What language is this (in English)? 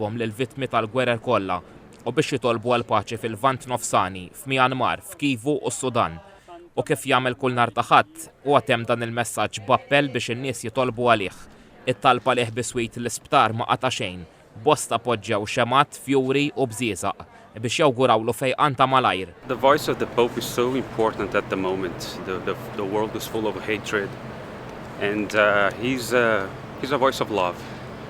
Maltese